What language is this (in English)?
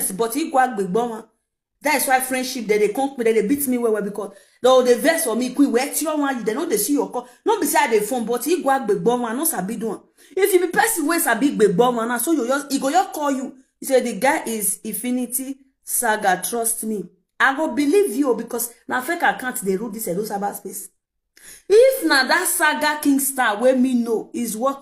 Nigerian Pidgin